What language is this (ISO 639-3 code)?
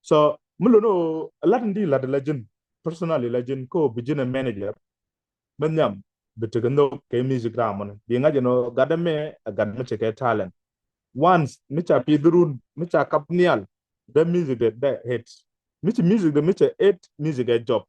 nus